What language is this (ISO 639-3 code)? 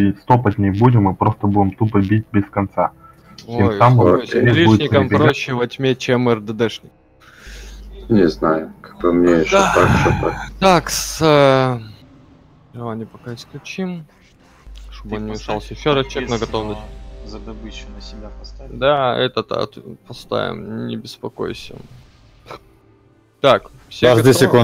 rus